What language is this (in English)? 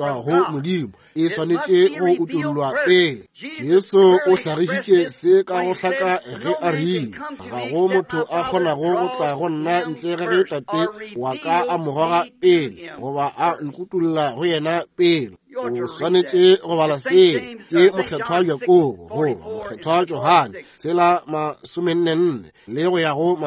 Northern Sotho